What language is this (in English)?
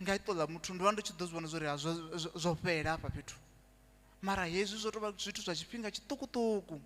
Venda